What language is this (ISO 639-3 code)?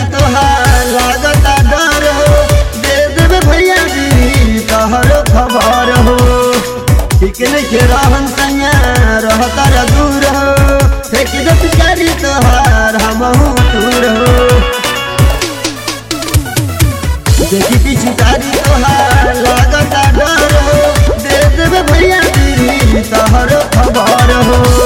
bho